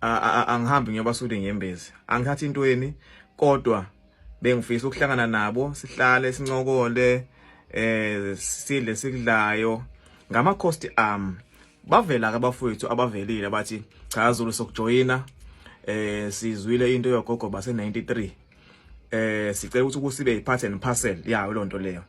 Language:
Zulu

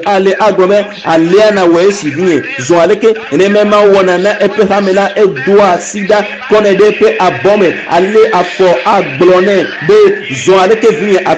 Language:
Ewe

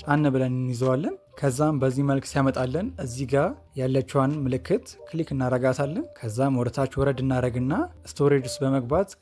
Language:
Amharic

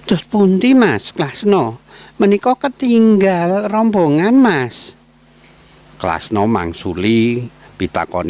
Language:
Javanese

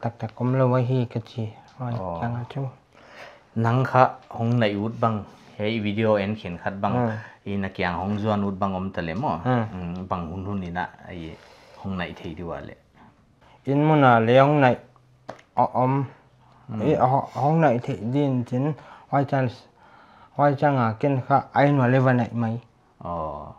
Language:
Paite Chin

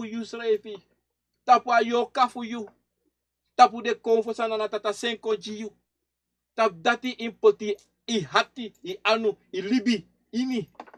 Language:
Sranan Tongo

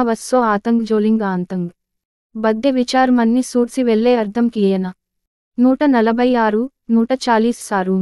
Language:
Gondi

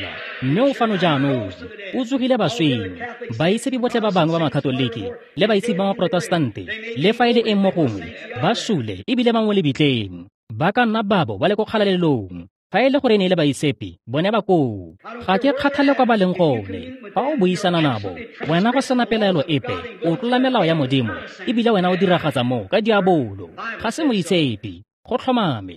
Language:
Tswana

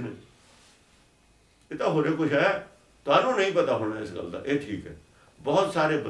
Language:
Punjabi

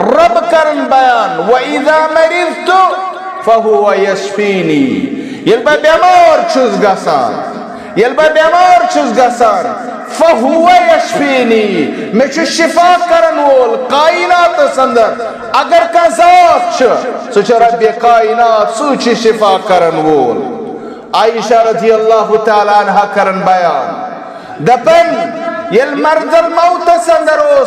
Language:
Kashmiri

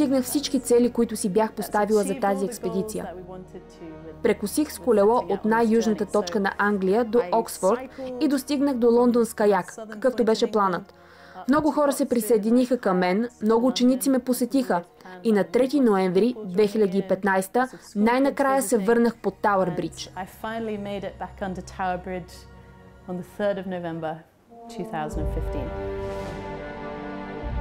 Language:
Bulgarian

